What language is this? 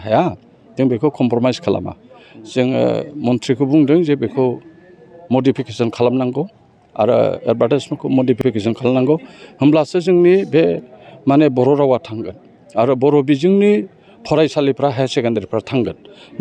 Bodo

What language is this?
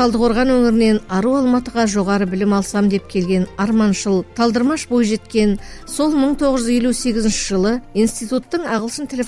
Kazakh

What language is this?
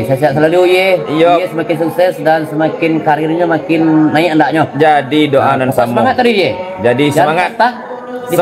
Minangkabau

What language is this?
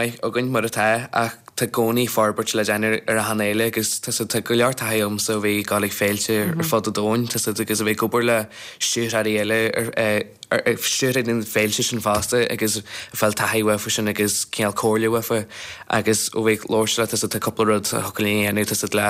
Irish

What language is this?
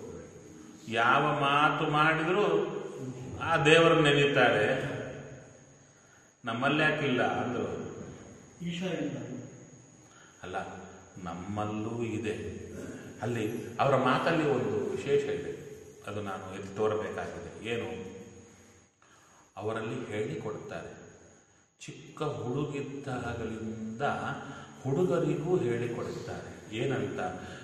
Kannada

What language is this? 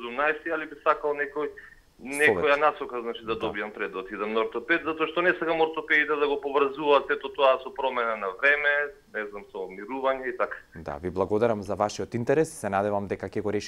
Macedonian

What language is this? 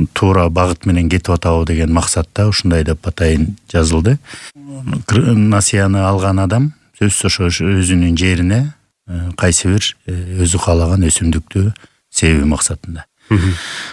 Kyrgyz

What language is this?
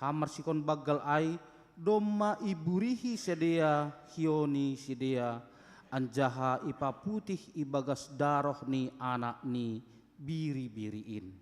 Batak Simalungun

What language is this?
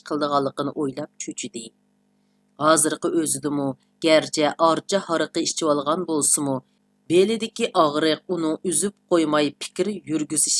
Uyghur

